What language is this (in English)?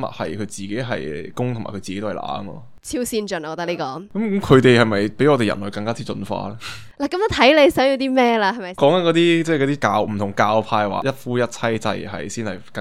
Cantonese